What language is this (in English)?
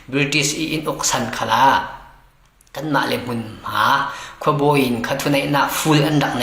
Falam Chin